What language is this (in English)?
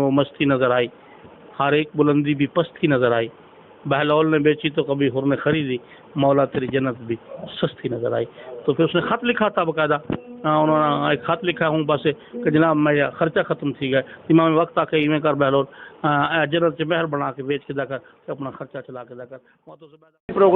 Saraiki